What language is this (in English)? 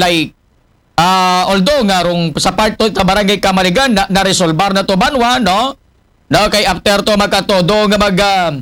Aklanon